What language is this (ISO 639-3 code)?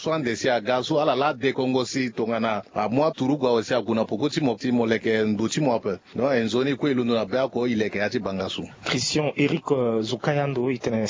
sag